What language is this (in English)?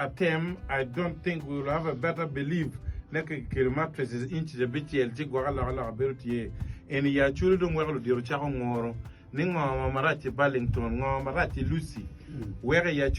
Acoli